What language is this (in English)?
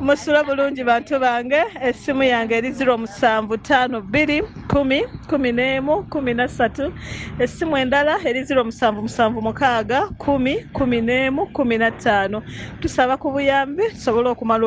Ganda